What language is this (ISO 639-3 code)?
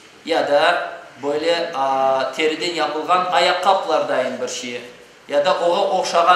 crh